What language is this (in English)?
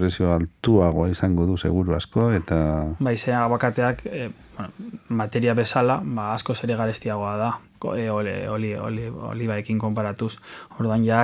Basque